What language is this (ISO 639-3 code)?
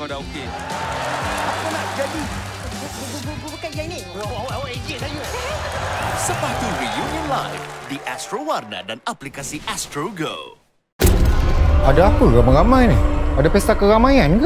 msa